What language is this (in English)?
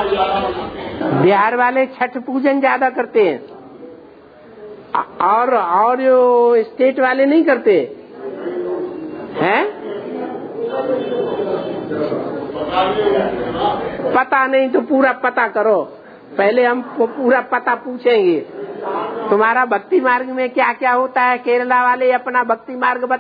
Hindi